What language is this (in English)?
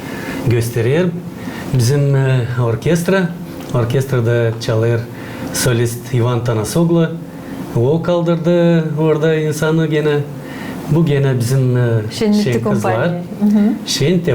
Gagauz